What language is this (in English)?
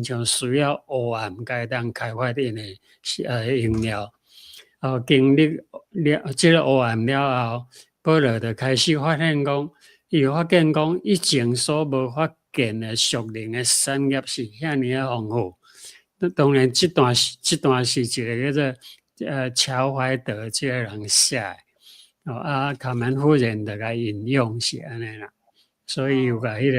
Min Nan Chinese